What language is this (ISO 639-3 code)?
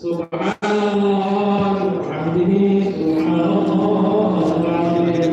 syl